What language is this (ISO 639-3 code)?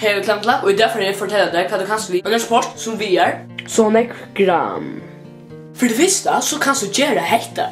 fao